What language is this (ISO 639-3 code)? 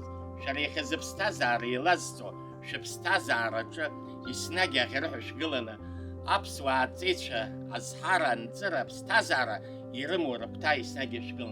abk